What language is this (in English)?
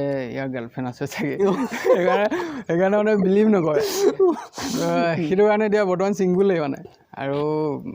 Assamese